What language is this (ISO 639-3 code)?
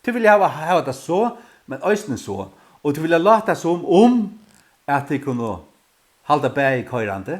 fao